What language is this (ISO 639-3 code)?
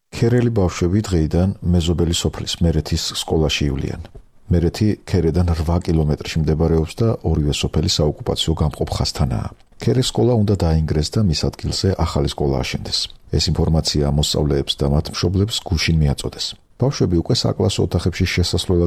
kat